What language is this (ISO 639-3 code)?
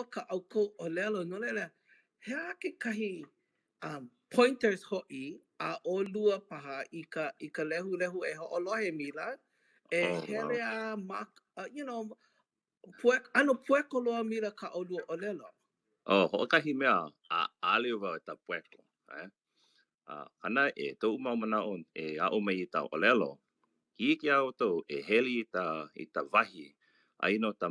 haw